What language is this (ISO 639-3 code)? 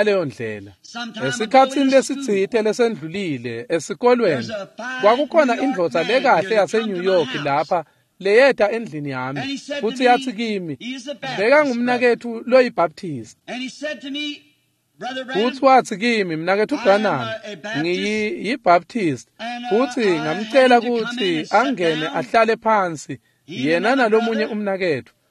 ssw